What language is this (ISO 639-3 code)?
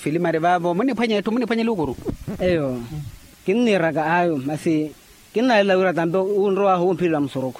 vmw